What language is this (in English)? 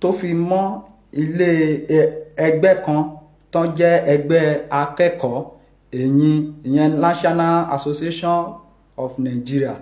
Yoruba